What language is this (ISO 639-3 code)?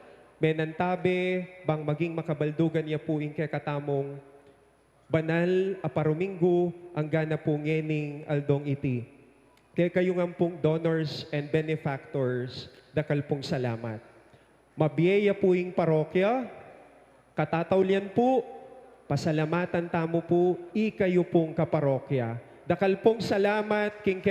pam